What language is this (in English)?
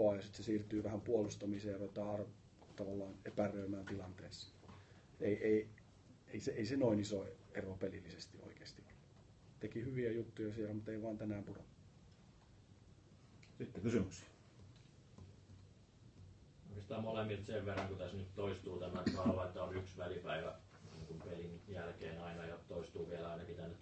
Finnish